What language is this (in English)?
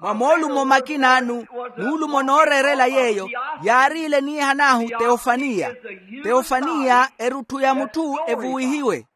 Makhuwa